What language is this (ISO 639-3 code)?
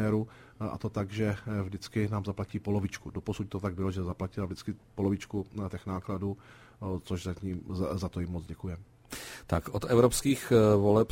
ces